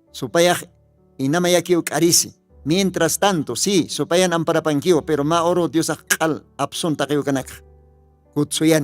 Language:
Aymara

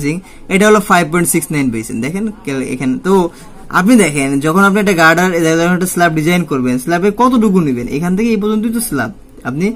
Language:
Bangla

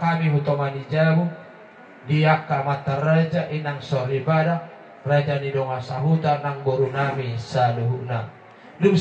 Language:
Batak Toba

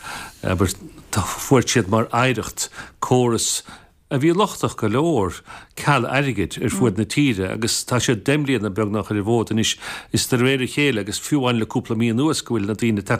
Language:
Irish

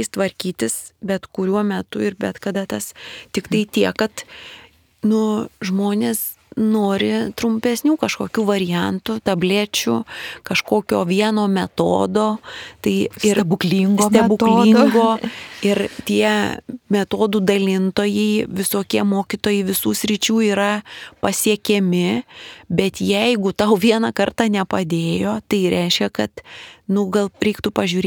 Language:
Lithuanian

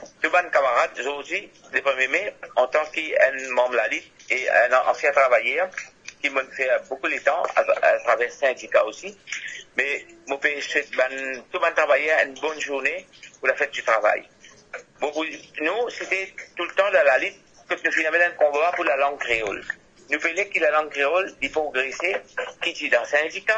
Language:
Morisyen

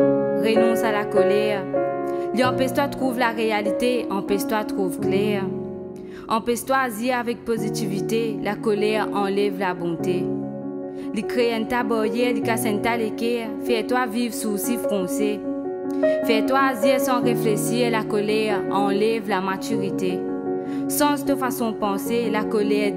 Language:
Morisyen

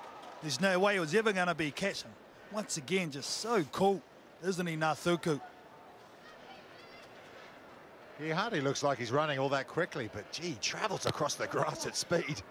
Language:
English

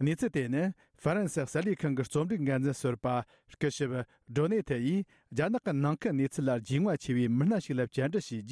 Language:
Tibetan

